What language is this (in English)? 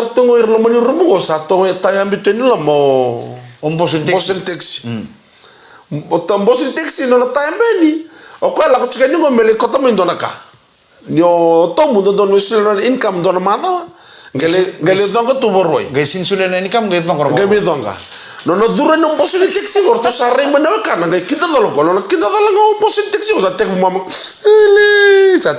Fijian